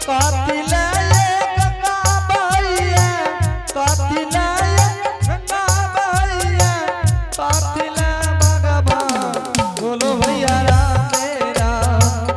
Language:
Angika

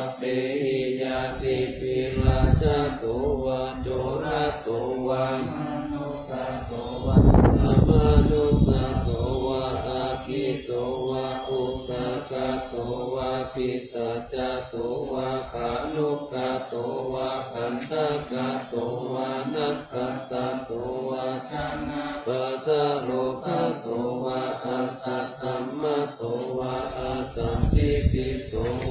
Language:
Pali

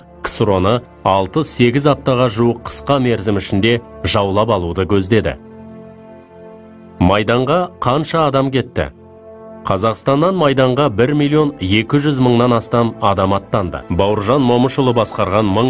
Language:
Kazakh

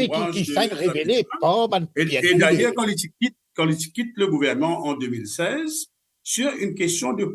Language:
Morisyen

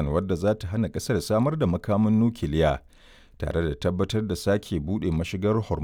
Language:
Hausa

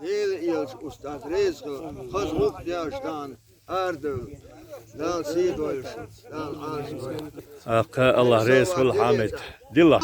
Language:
Chechen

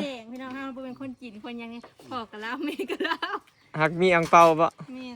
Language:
Northeastern Thai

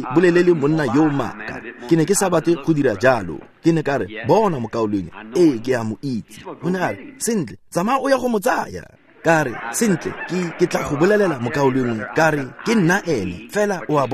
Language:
Tswana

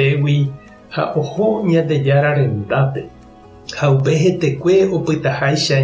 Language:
Guarani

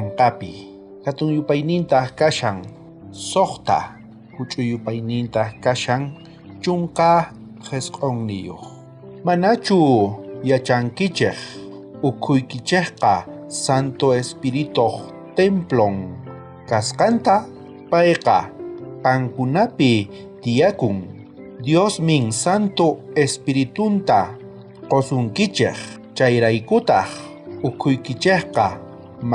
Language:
South Bolivian Quechua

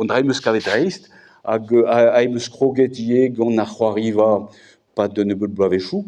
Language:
Breton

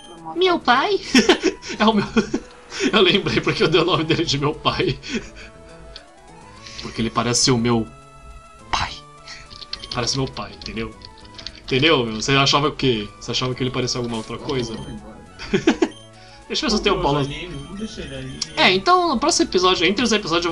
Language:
Portuguese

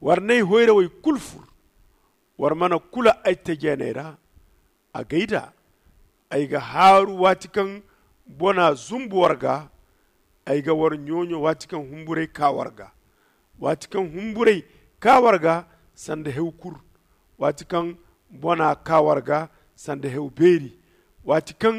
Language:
Zarma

